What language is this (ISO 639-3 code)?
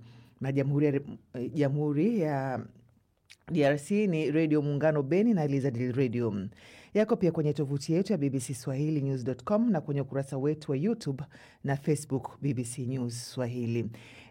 swa